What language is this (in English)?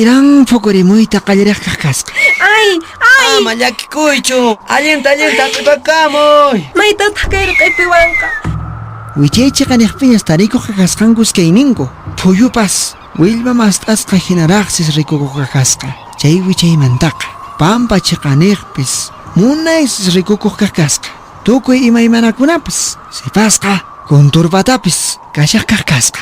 Quechua